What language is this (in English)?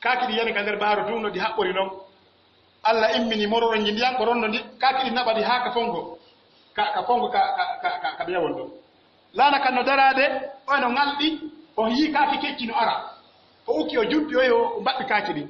Pular